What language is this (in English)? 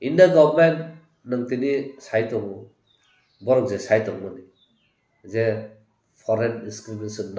Kok Borok